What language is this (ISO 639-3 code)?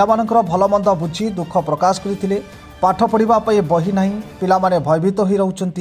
ori